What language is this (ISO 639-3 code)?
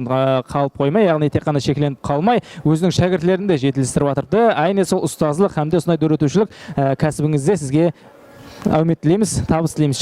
kaa